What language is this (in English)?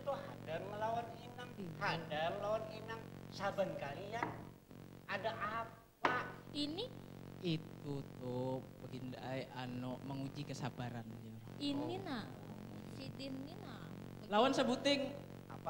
Banjar